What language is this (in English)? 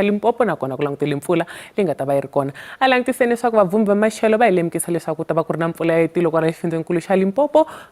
Tsonga